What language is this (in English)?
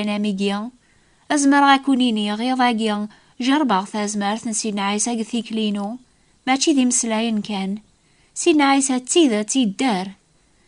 Kabyle